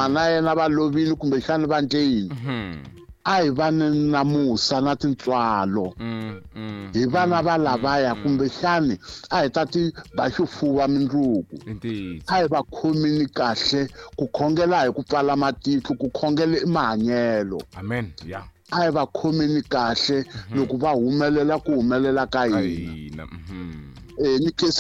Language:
Tsonga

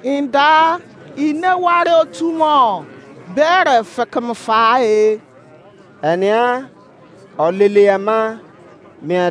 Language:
Izon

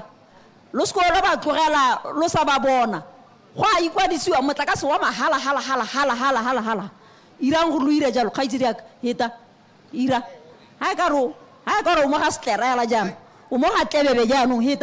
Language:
Tswana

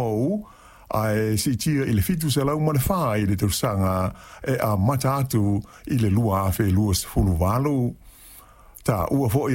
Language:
Samoan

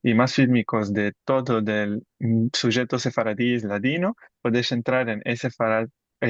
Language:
Ladino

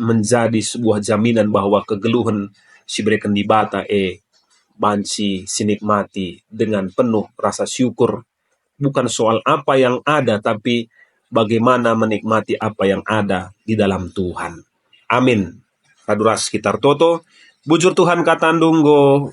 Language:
Batak Karo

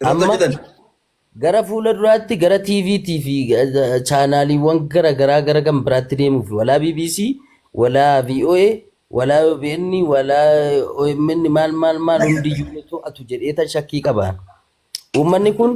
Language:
Oromo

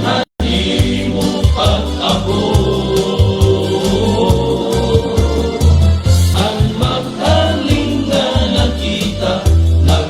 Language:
Waray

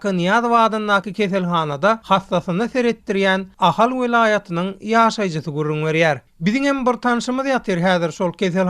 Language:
Turkmen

